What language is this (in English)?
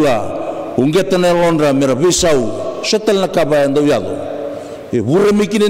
Fijian